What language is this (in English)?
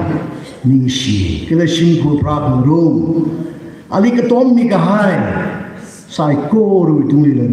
Tangkhul Naga (India)